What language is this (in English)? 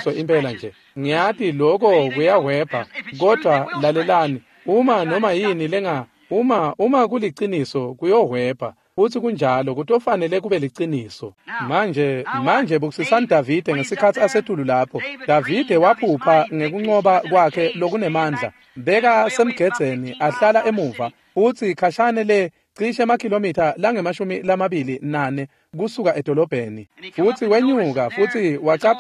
Swati